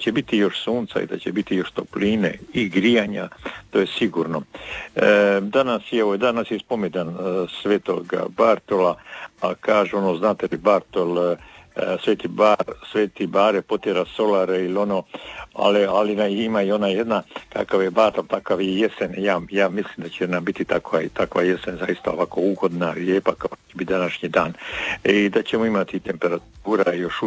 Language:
Croatian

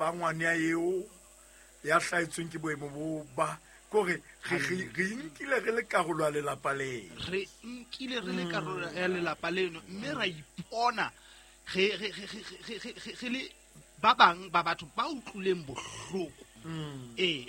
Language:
Southern Sotho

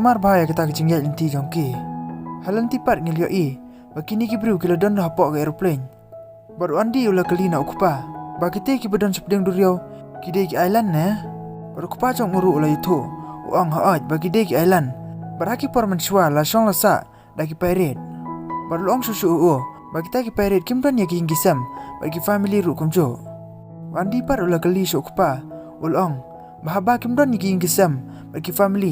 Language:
Khasi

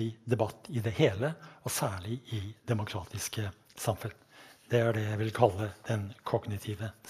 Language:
Norwegian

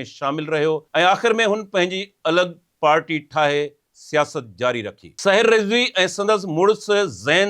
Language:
Sindhi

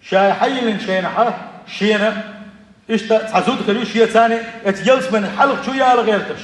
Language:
Chechen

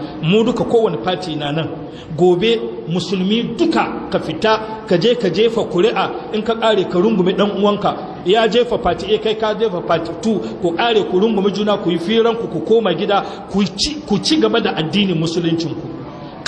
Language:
Hausa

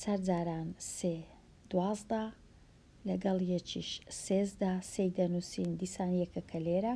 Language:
Central Kurdish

